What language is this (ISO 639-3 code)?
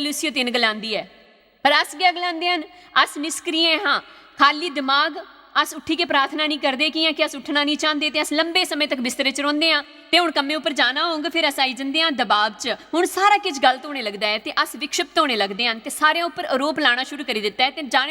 doi